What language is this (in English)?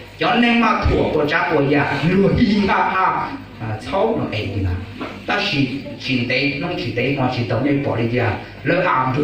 Hmong